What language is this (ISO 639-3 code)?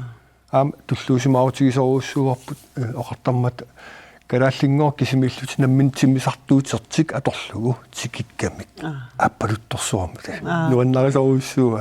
kal